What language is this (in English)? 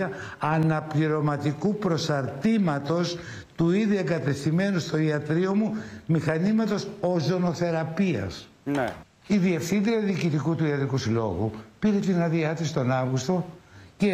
Greek